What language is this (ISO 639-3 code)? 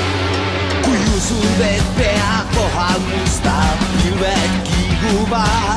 est